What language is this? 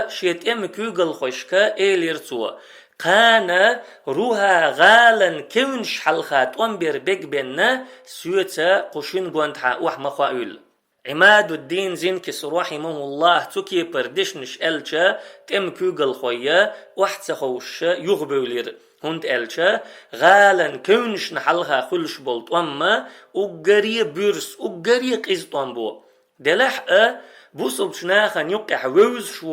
Chechen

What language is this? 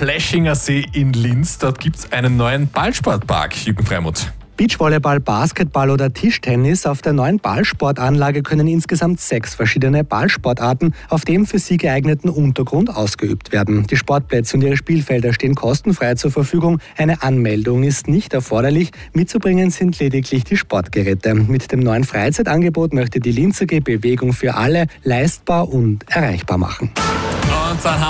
German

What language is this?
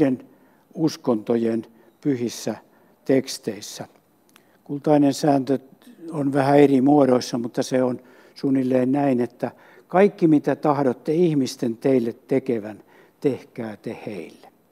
Finnish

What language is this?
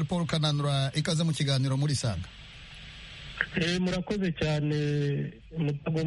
Kinyarwanda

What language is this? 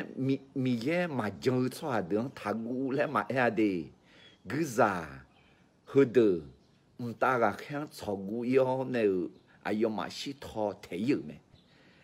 Akha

